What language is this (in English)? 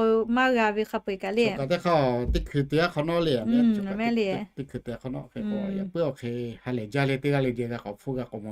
Lahu